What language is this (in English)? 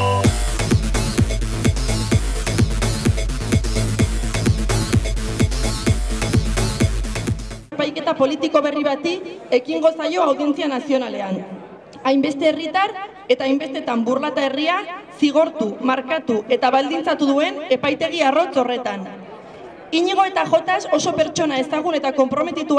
Basque